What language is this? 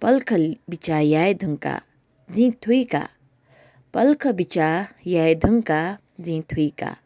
Newari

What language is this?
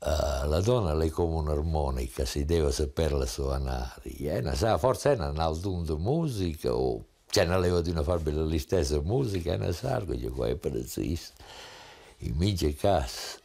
Romansh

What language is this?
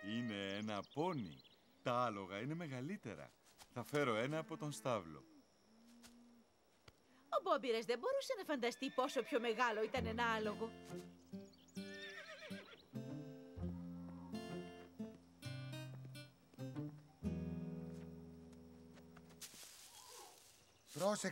Greek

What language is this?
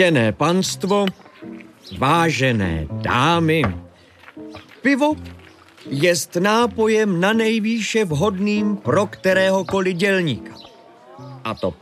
Czech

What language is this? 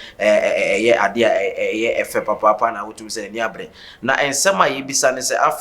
Akan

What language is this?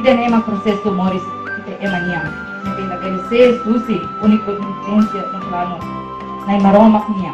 Tetum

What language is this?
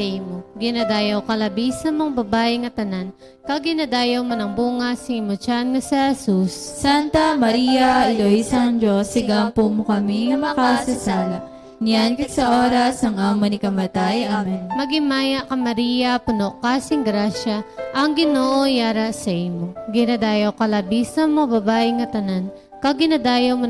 Hiligaynon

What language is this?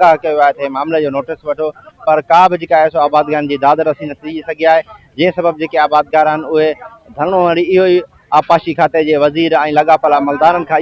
Sindhi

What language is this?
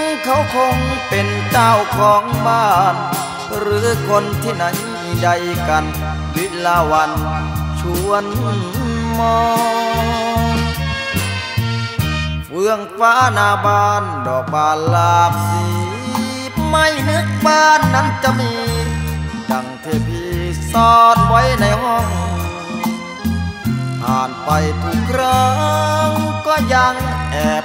Thai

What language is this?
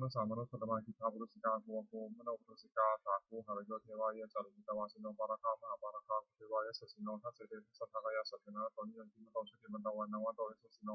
Pali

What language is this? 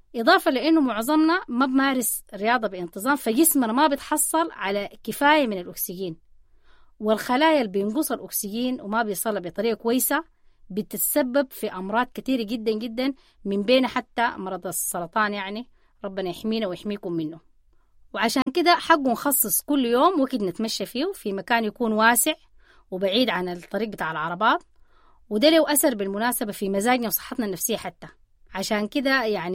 Sudanese Arabic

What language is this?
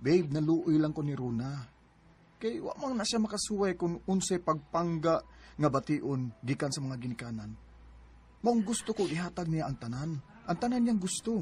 Cebuano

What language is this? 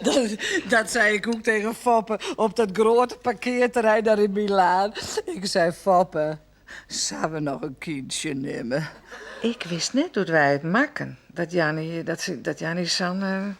Western Frisian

